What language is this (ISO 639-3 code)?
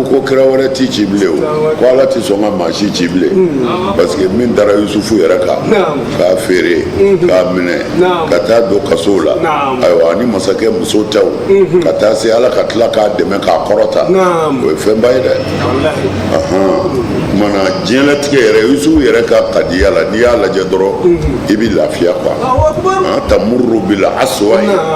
bam